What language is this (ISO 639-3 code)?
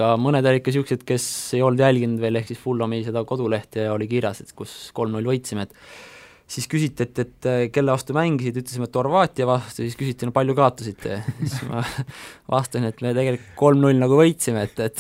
est